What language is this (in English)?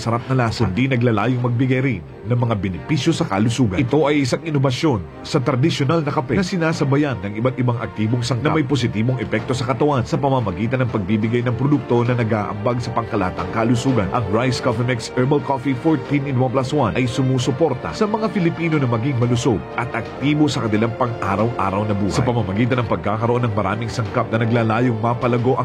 Filipino